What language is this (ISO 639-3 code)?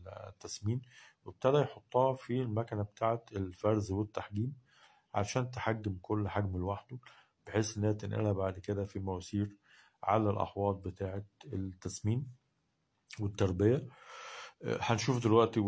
arz